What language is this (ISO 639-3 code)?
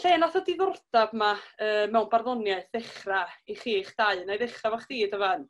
cym